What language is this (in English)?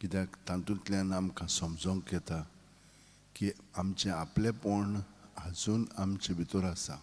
Konkani